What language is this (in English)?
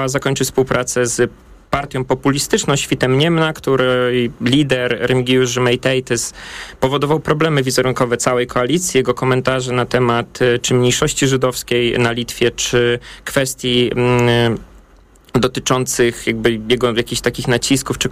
Polish